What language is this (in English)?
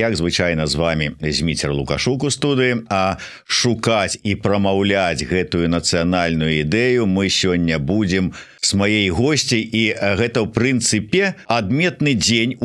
Belarusian